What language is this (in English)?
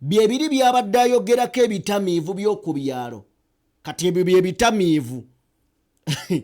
Ganda